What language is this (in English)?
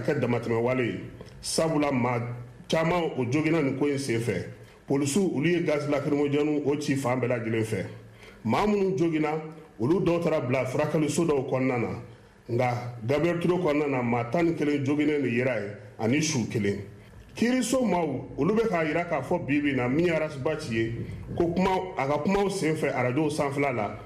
Bambara